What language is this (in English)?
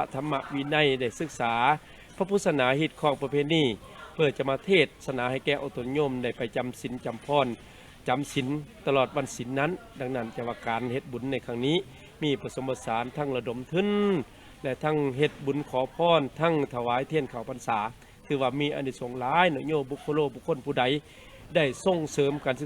Lao